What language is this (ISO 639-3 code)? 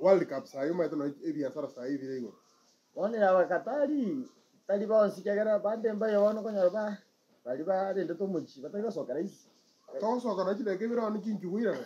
guz